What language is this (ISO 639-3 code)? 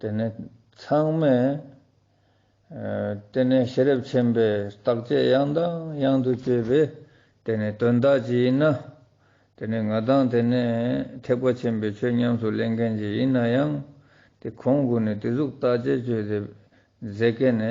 lbj